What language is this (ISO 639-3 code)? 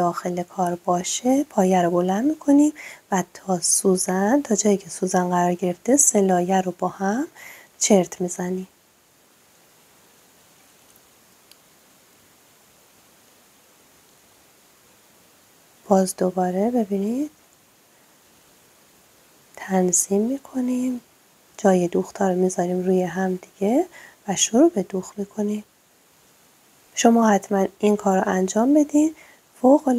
fas